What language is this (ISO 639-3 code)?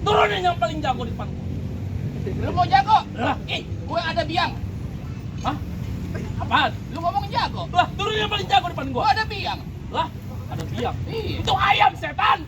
bew